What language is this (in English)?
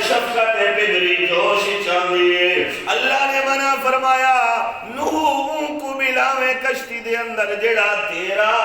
Saraiki